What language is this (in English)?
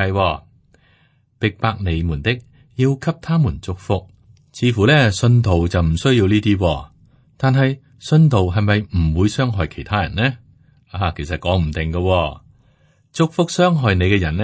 Cantonese